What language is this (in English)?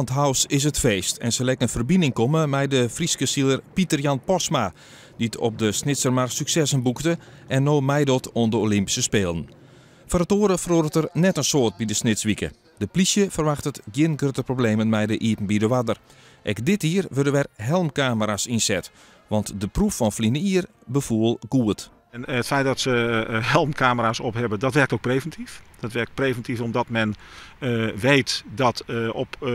Western Frisian